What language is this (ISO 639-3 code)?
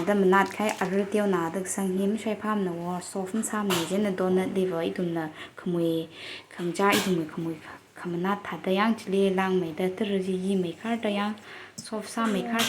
nmf